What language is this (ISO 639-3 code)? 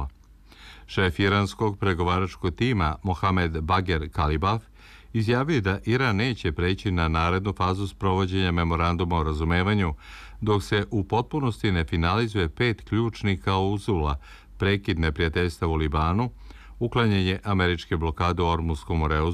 srp